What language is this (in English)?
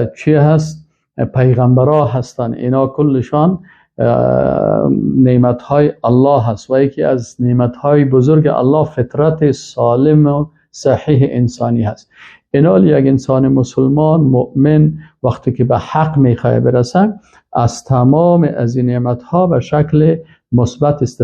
Persian